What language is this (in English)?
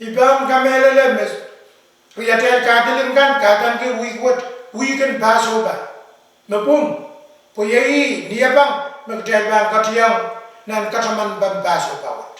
Pohnpeian